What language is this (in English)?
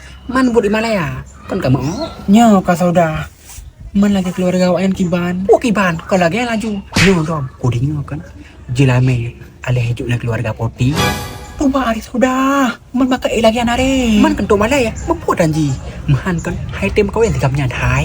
Achinese